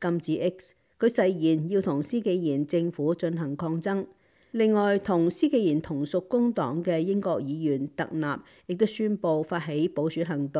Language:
Cantonese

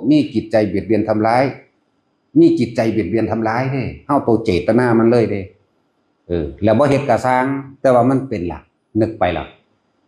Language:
Northeastern Thai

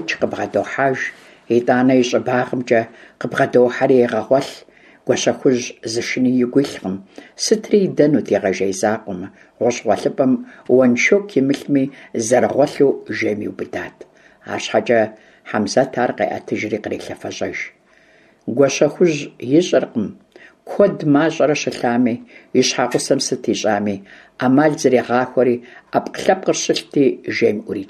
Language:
Kabardian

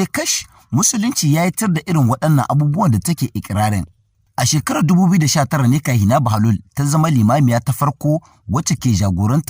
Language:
Hausa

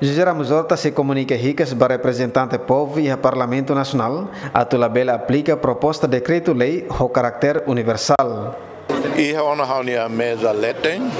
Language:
Tetum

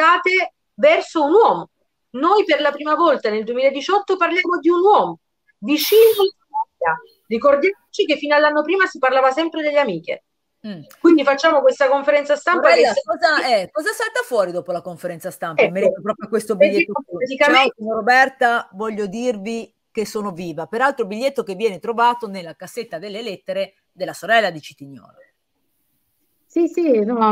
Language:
Italian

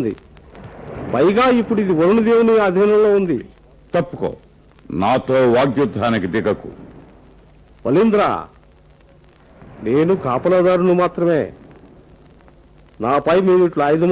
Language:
Telugu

